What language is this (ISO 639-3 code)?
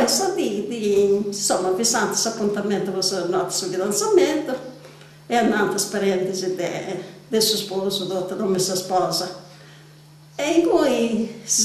srd